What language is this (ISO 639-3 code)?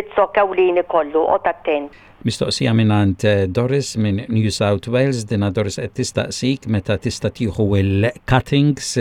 mlt